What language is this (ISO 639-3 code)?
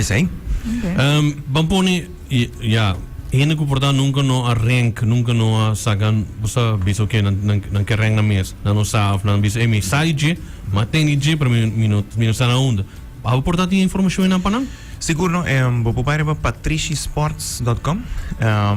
pap